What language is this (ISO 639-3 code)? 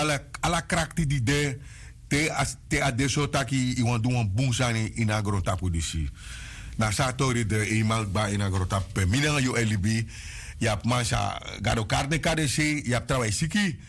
srn